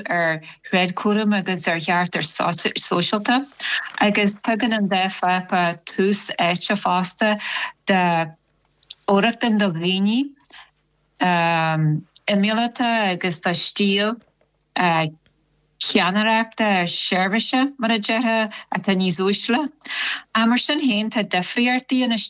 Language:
Irish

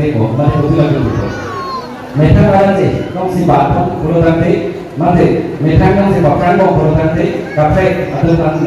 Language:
Karbi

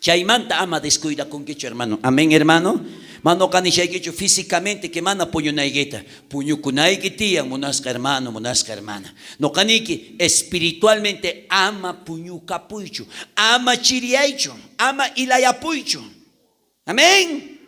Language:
South Bolivian Quechua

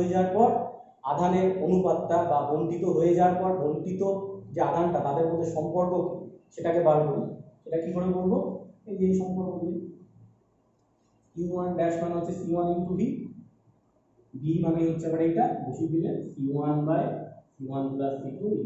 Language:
Bangla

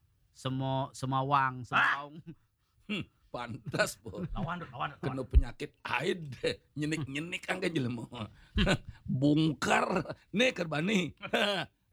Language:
Balinese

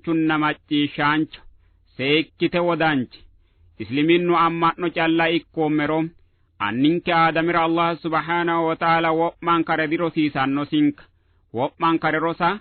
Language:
Sidamo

